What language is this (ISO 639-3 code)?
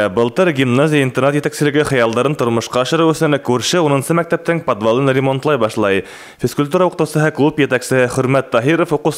bak